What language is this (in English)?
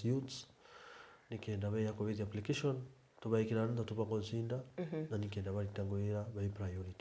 Meru